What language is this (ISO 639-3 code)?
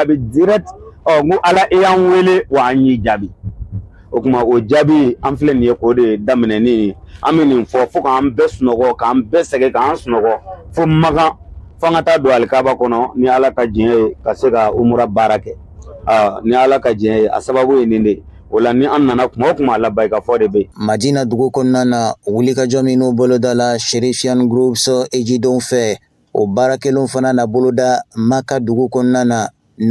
bam